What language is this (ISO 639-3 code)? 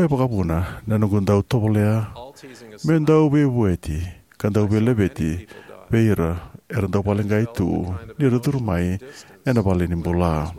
fij